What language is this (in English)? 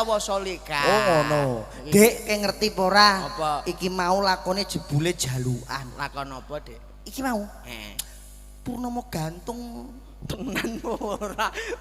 Javanese